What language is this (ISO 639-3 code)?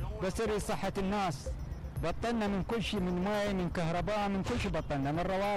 acm